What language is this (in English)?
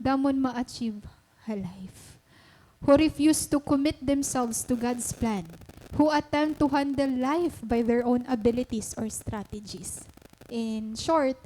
Waray